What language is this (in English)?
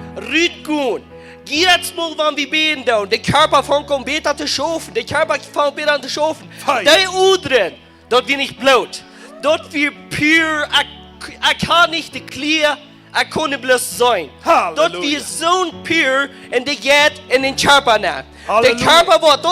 Plautdietsch